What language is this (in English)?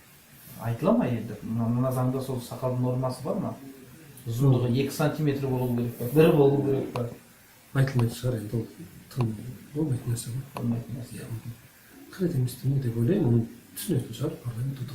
Kazakh